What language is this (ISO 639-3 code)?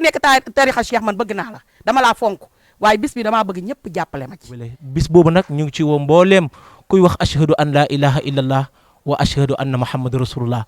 wol